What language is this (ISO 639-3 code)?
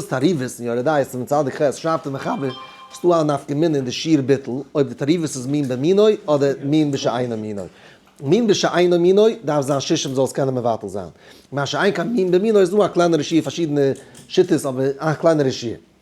yid